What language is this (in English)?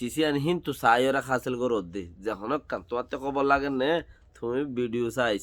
Rohingya